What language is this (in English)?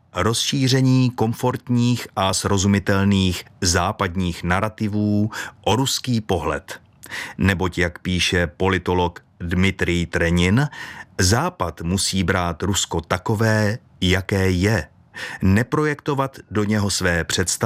Czech